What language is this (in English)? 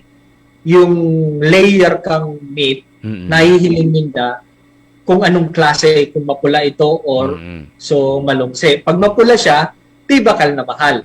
Bikol